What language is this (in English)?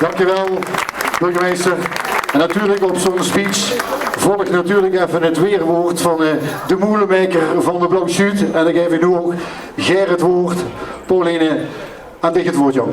Limburgish